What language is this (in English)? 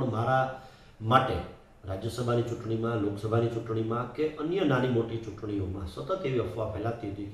Gujarati